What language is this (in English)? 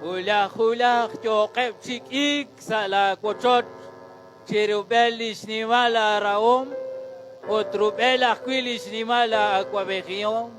Kekchí